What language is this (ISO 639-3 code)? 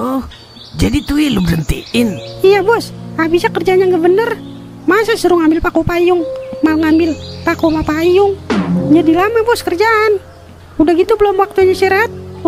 bew